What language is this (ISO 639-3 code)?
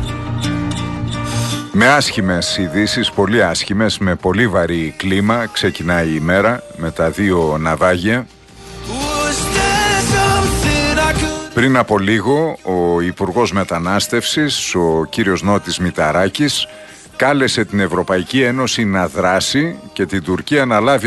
ell